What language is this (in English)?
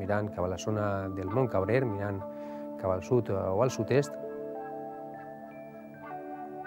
Catalan